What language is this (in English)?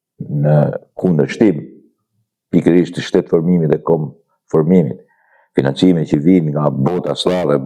Albanian